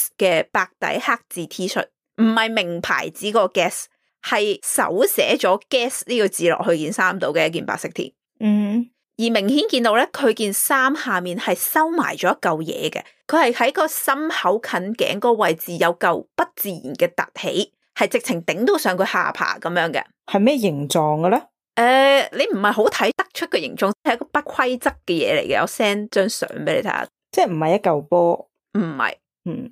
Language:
Cantonese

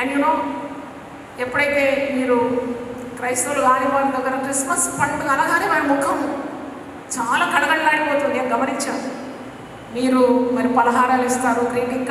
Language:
Telugu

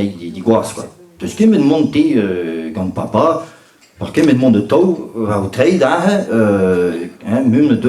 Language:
Breton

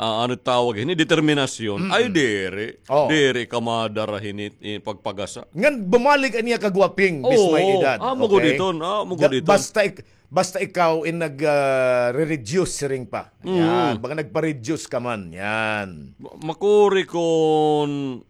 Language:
Waray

